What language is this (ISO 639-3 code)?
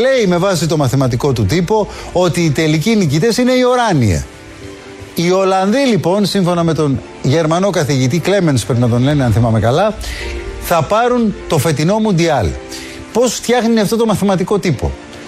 ell